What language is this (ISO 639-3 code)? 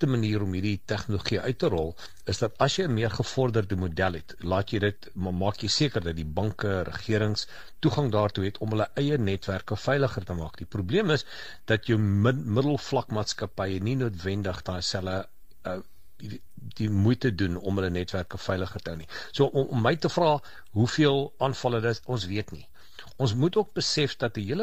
afr